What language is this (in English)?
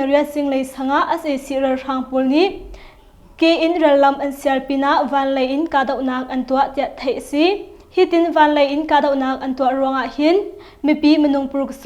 Hakha Chin